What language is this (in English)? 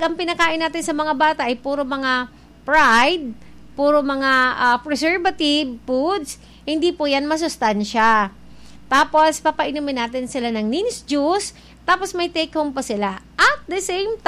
Filipino